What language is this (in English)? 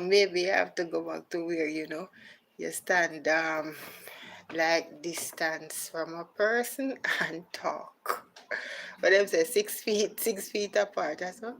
Jamaican Creole English